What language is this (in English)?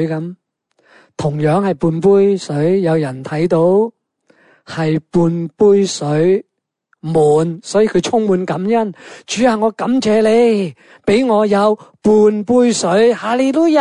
Cantonese